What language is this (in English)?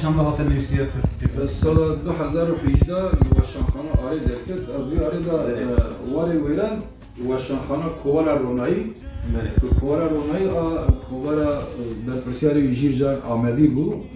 Kurdish